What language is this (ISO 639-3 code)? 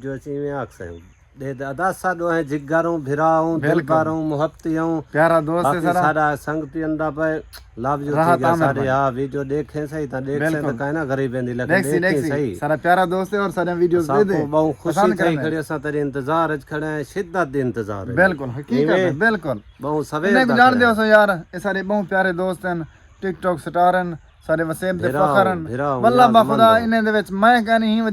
skr